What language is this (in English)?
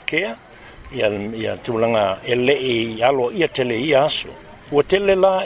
Samoan